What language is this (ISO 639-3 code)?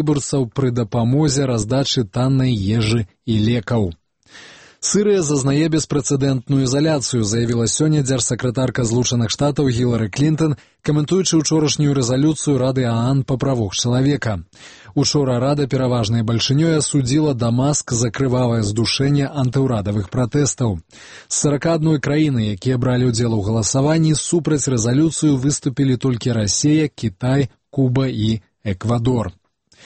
bel